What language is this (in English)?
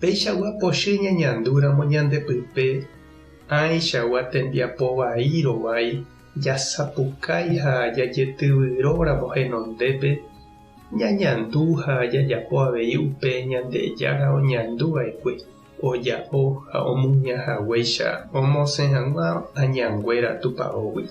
Guarani